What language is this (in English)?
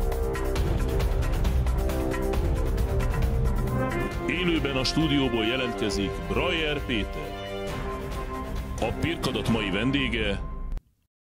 Hungarian